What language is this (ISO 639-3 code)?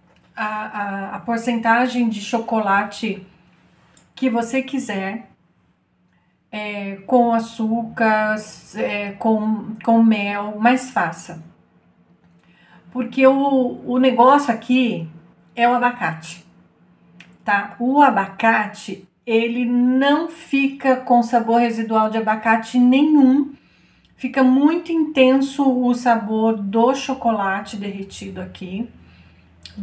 por